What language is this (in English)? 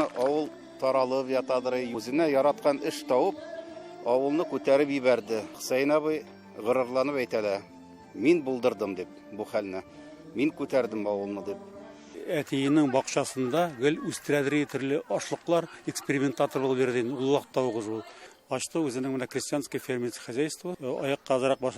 Tatar